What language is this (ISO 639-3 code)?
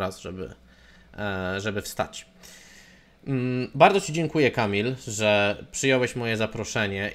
pol